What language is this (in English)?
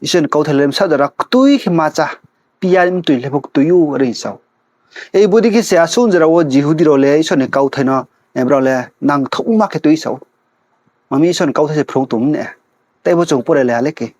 Riang (India)